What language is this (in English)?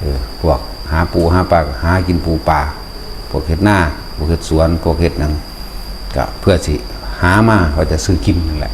Northeastern Thai